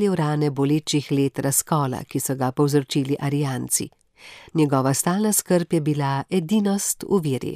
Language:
Slovenian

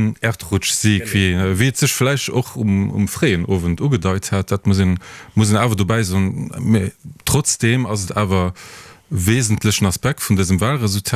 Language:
Luxembourgish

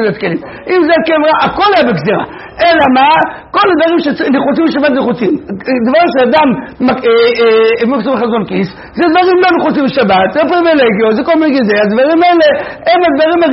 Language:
Hebrew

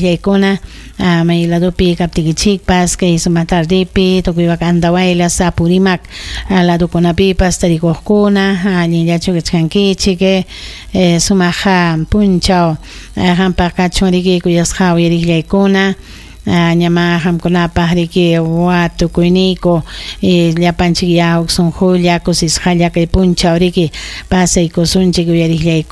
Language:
Ayacucho Quechua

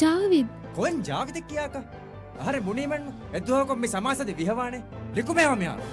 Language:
Divehi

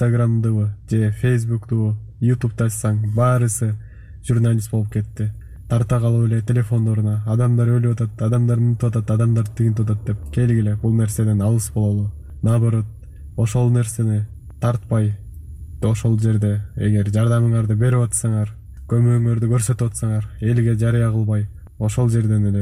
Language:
Kyrgyz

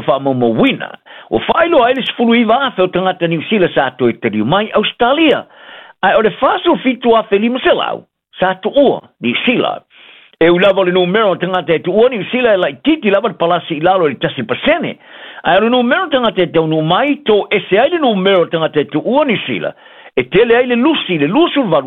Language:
Samoan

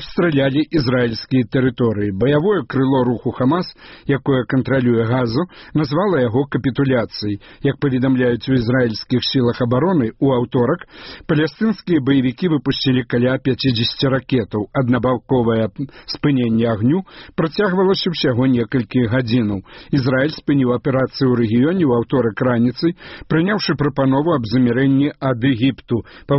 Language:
Belarusian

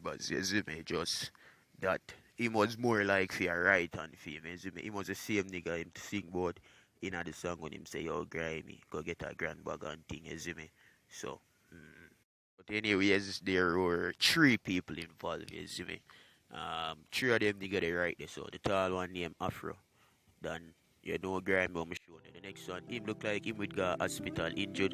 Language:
Jamaican Creole English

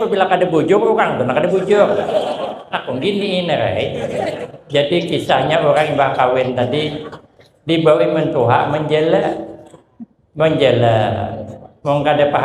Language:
Banjar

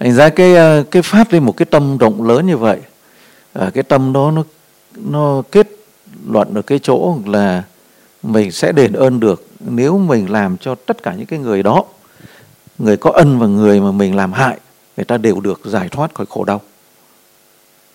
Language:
Vietnamese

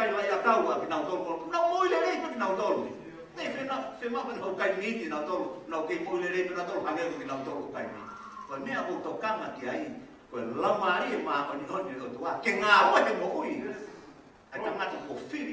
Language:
Tongan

